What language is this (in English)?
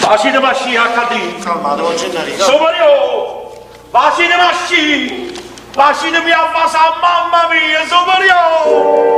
Neapolitan